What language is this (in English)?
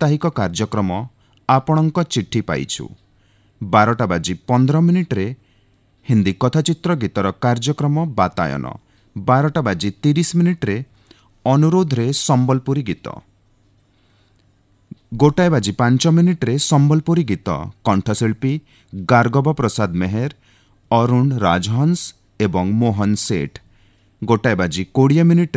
Odia